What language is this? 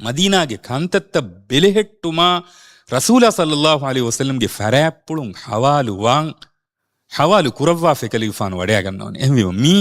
Divehi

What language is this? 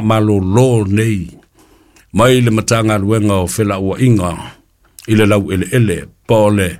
Samoan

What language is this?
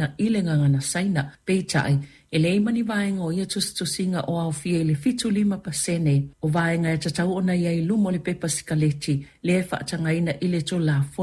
Samoan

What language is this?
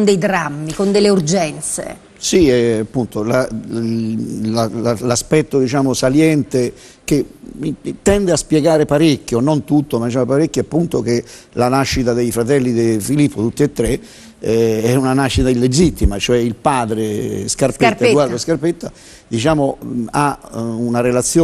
Italian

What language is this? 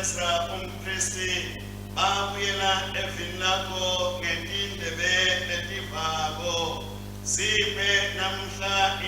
Swati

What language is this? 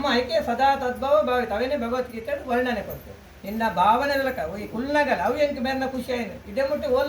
Tulu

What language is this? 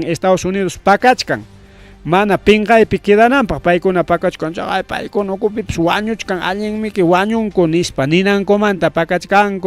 Ayacucho Quechua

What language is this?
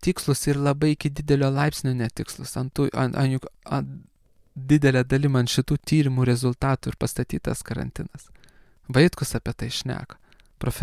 Lithuanian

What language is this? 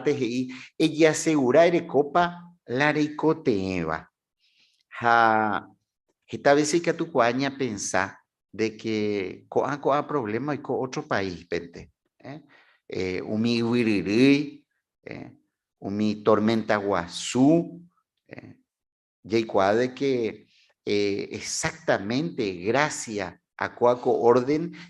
Guarani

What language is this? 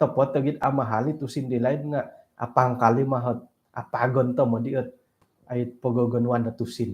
Central Dusun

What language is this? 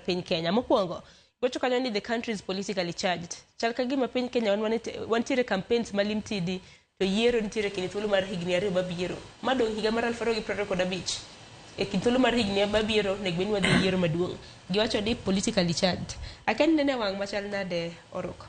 Luo (Kenya and Tanzania)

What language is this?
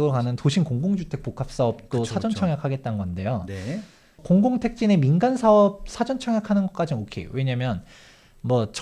Korean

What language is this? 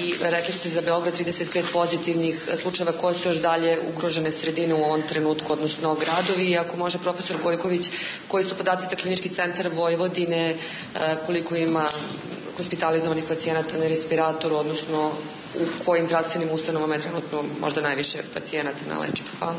Serbian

